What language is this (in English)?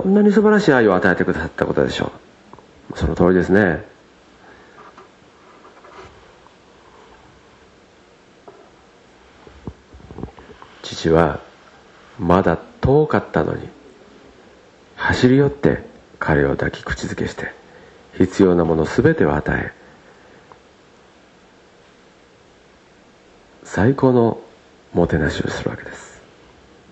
Japanese